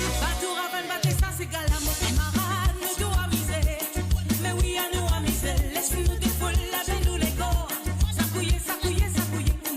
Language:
Morisyen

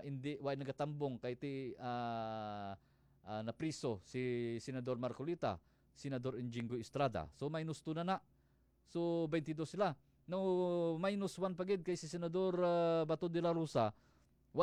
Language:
Hiligaynon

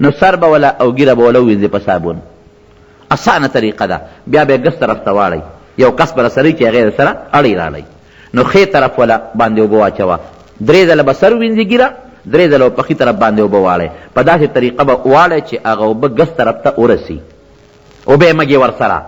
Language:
Pashto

